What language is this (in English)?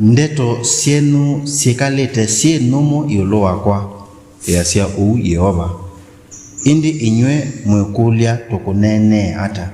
Kamba